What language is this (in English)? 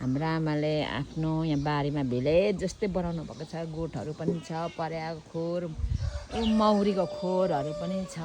Nepali